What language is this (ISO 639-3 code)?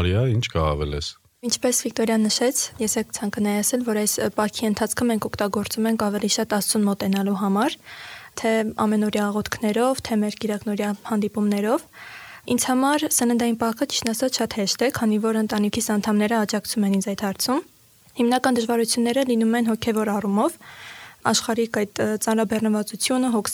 hye